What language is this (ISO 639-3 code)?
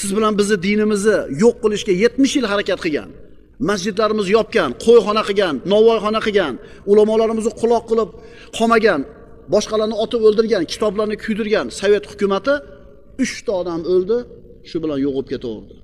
uzb